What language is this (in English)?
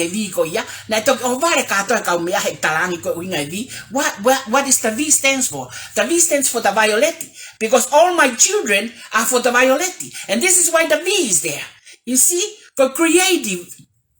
Tongan